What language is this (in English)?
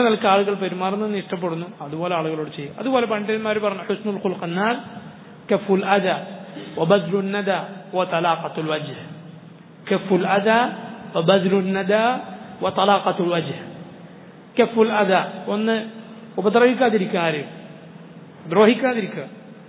Malayalam